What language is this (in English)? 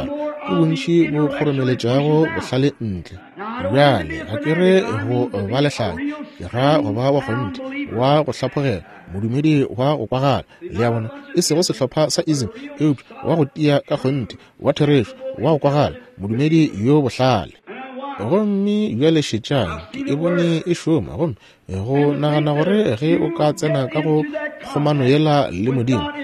Northern Sotho